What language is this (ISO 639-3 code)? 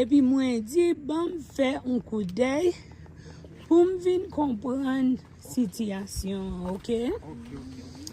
hat